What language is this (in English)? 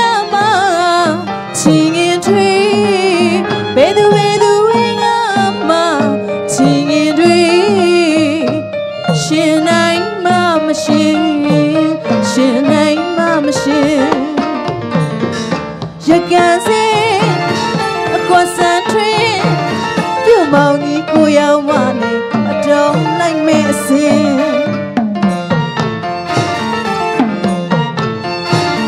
Burmese